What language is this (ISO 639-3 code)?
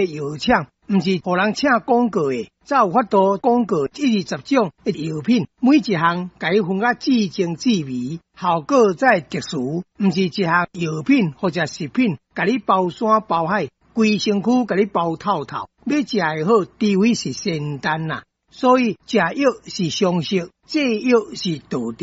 nan